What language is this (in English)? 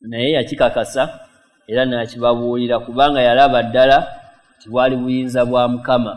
Ganda